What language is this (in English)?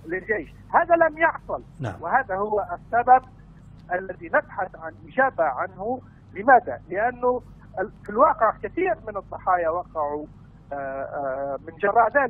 Arabic